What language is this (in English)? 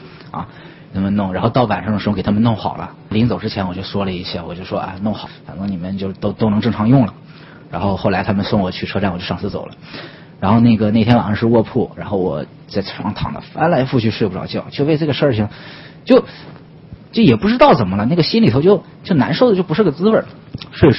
Chinese